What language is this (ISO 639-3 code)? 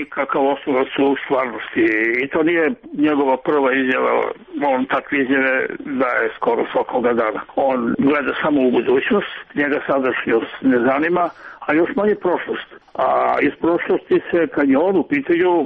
srp